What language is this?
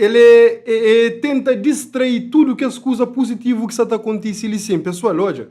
Kabuverdianu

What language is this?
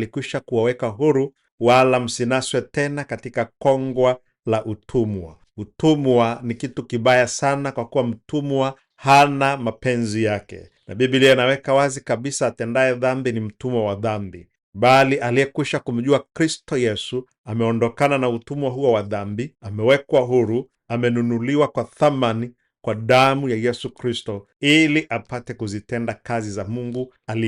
Swahili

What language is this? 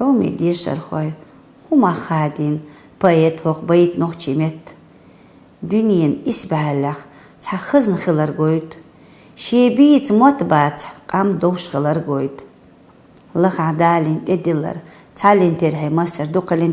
Chechen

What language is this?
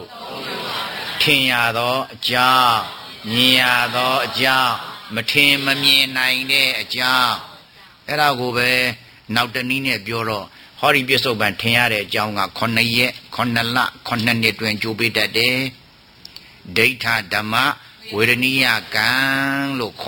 Burmese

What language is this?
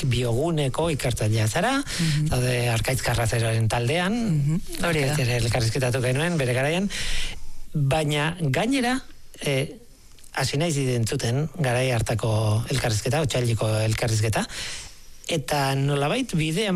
Basque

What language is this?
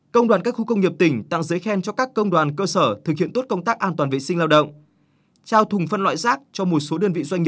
Vietnamese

